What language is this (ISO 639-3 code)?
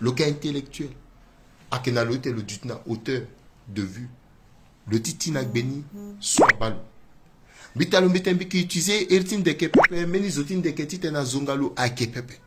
sag